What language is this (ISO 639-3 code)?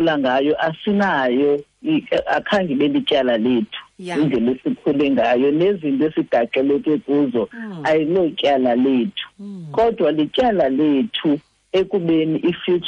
xho